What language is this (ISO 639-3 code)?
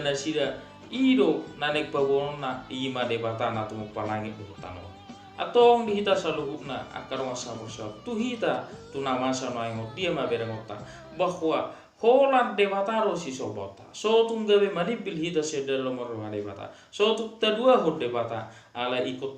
bbc